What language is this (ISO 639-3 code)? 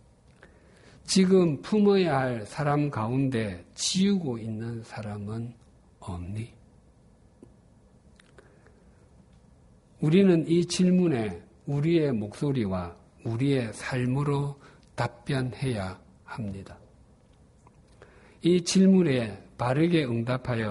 kor